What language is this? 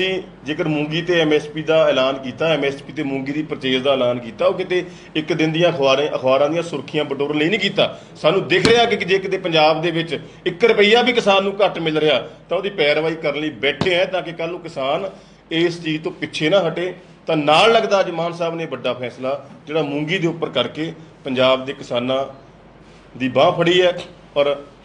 Punjabi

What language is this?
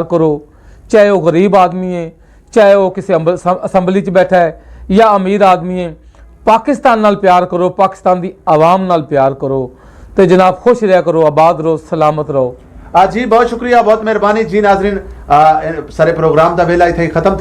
Western Panjabi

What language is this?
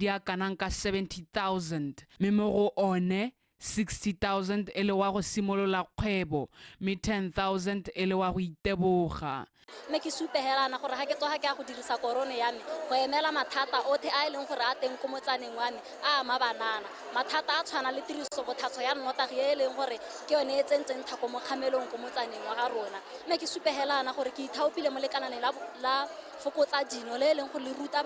Tswana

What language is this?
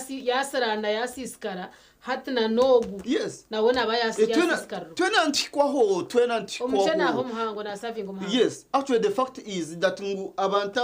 Nyankole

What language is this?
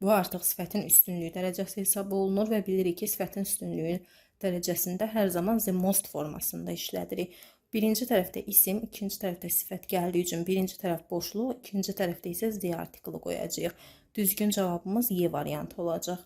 Azerbaijani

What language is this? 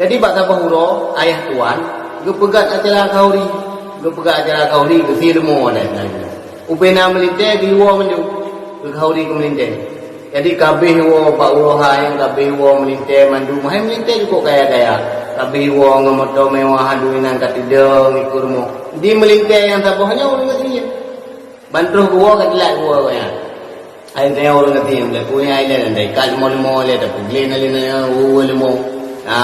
Achinese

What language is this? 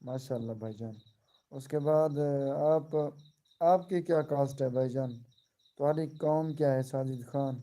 Saraiki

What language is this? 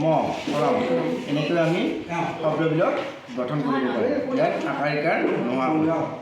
Assamese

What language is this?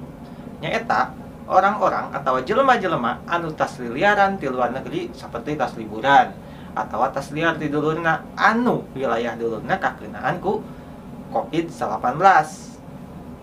Sundanese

